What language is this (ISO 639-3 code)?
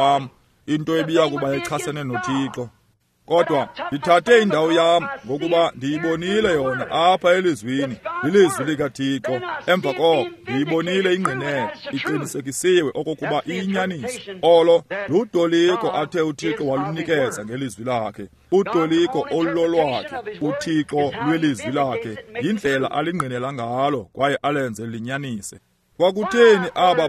xho